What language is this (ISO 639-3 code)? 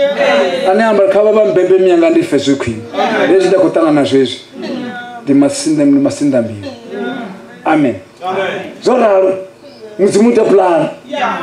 ven